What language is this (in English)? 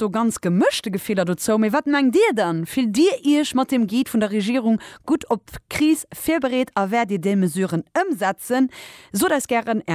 Luxembourgish